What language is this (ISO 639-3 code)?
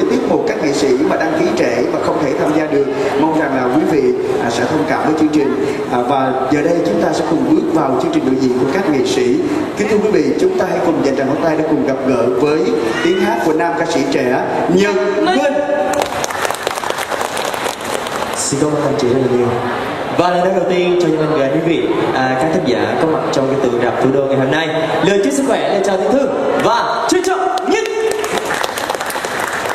vie